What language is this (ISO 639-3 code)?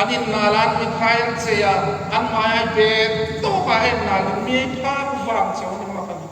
hmr